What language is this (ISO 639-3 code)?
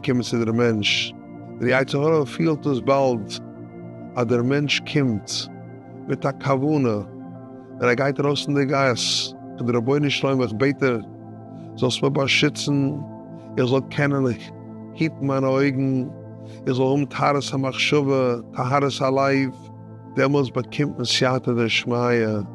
yid